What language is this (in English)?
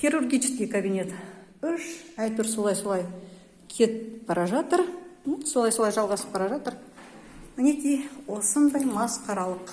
Kazakh